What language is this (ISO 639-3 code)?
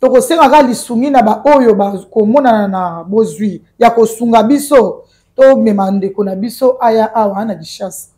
lin